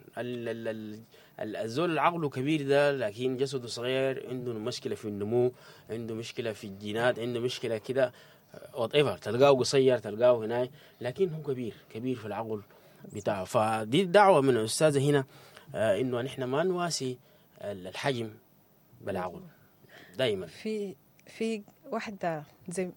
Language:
Sudanese Arabic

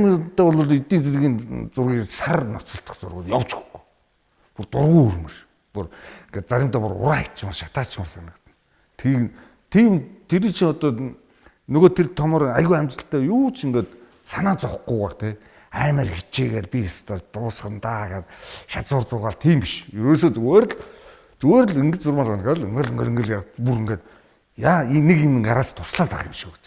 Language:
Mongolian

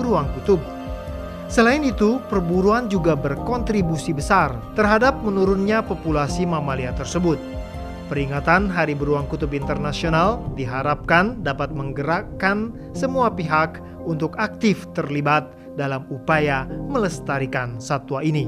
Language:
Indonesian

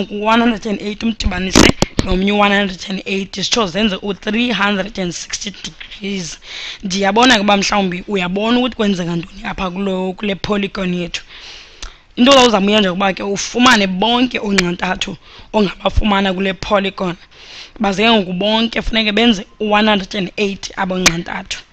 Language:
Xhosa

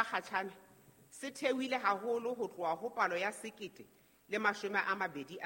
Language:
Southern Sotho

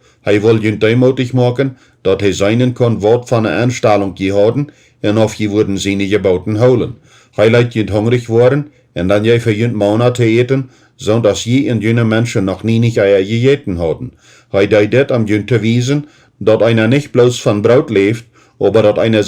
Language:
Plautdietsch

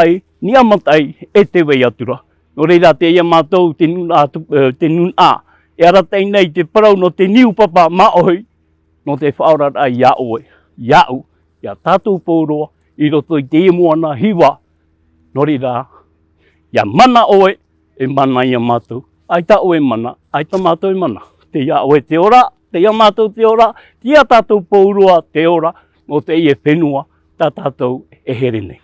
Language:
Tahitian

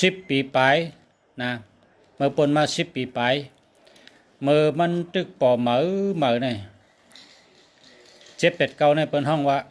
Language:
Shan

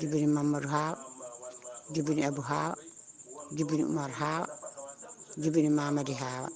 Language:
Fula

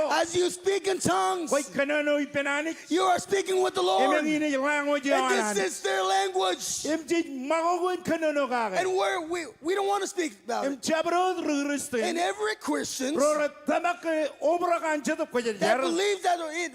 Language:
Marshallese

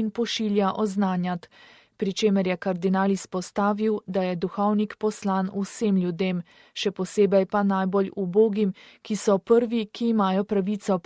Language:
Slovenian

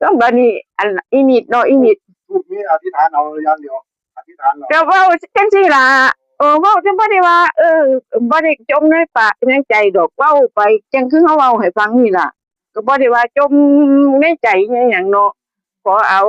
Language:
Northeastern Thai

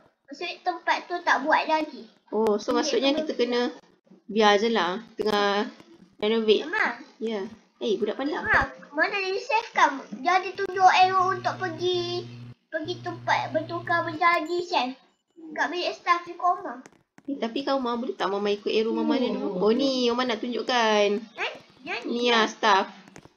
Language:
Malay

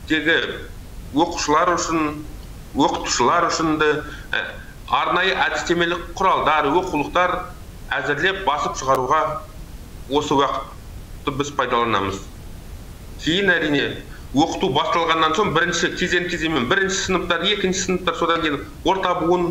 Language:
Kazakh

